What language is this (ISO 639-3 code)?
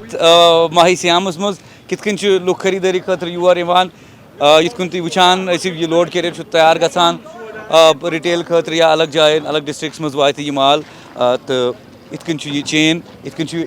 kas